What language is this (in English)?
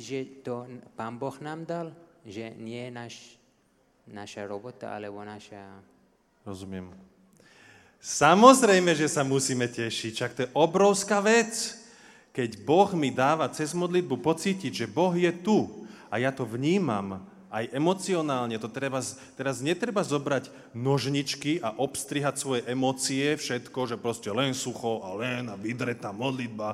Slovak